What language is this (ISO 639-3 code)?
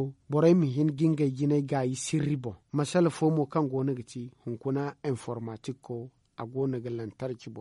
dje